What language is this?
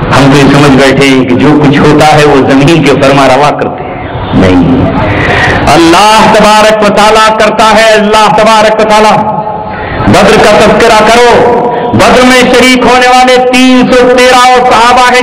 Urdu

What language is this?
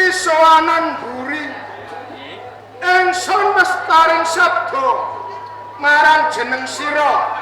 Javanese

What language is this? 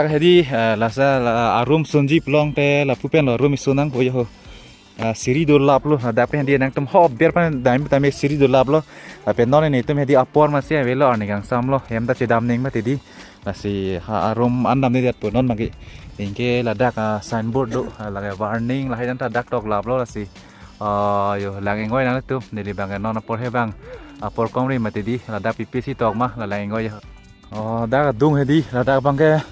Karbi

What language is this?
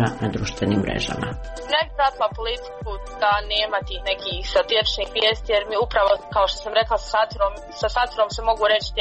Croatian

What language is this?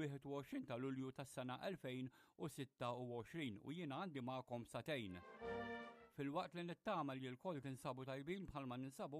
Maltese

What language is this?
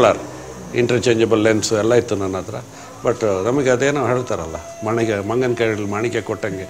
Kannada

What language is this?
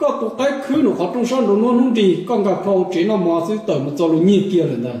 Hmong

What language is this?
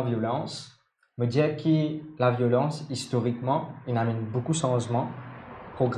Morisyen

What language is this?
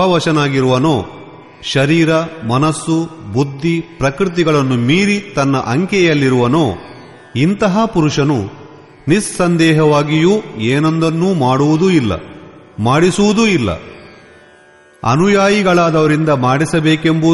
Kannada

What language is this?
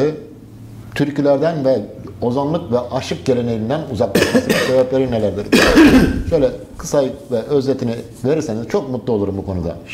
Turkish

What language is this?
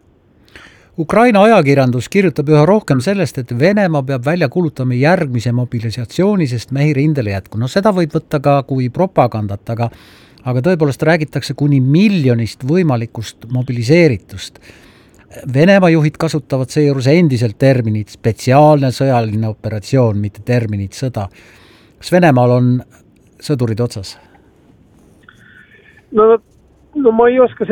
Estonian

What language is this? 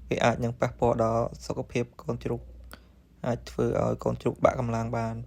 Khmer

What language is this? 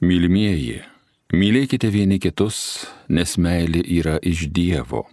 Lithuanian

